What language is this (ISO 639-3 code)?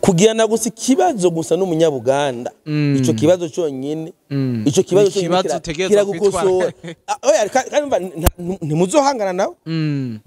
run